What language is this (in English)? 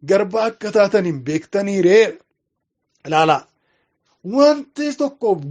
Oromo